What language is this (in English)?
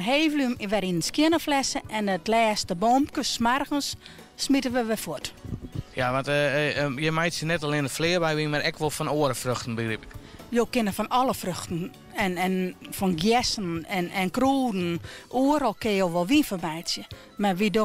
Western Frisian